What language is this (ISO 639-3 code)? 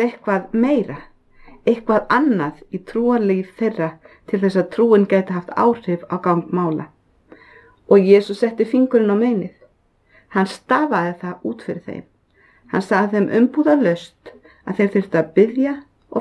isl